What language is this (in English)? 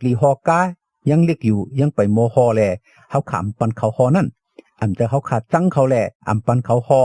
Shan